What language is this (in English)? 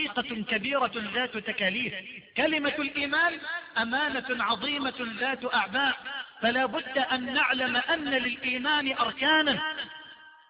Arabic